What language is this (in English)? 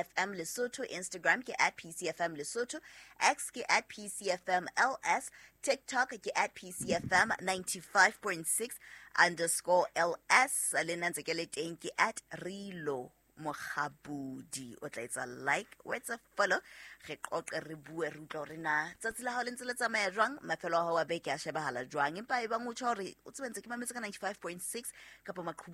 Southern Sotho